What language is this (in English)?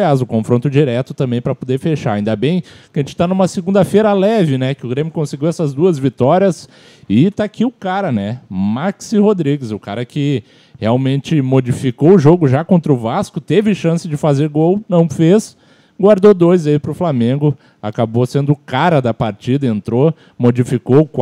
Portuguese